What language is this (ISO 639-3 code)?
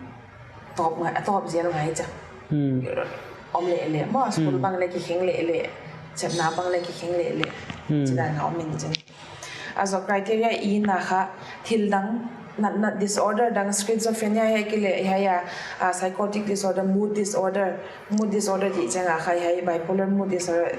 pck